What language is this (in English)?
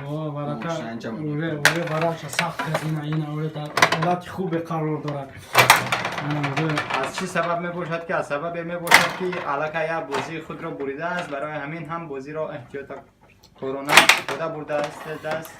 Tajik